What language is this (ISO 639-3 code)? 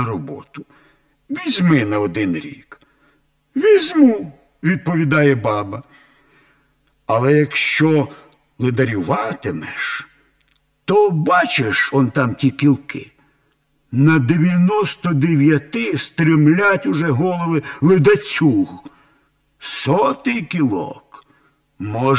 ukr